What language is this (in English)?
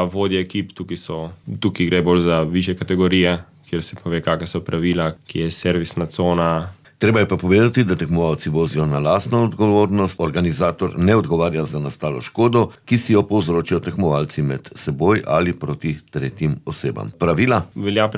Slovenian